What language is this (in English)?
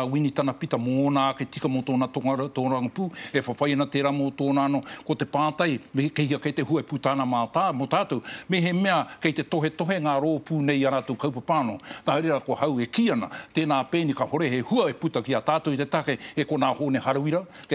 Māori